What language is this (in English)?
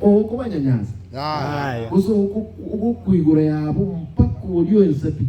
Gusii